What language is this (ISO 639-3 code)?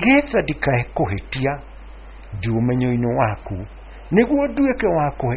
kik